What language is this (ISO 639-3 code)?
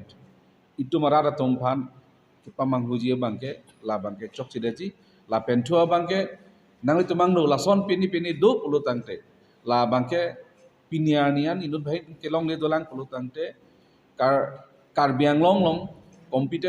mjw